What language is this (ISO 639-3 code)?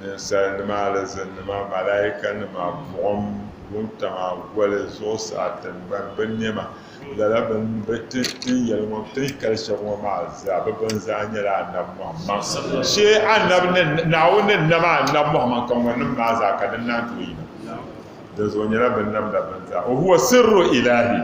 dag